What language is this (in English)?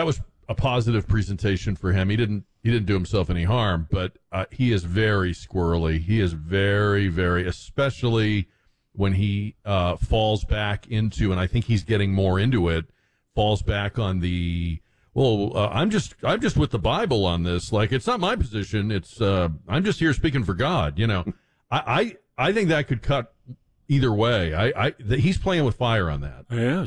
English